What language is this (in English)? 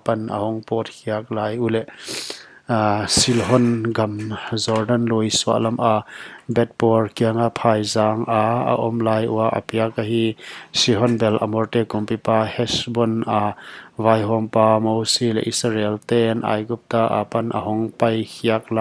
Paite Chin